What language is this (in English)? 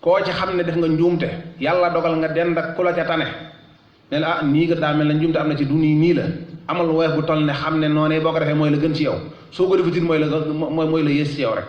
Wolof